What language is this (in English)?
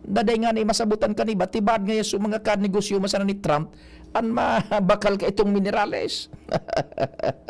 Bikol